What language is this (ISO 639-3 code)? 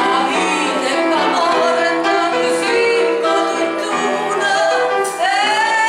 nap